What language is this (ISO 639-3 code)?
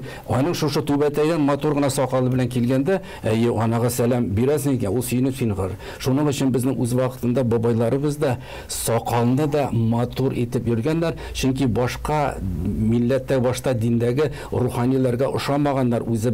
tat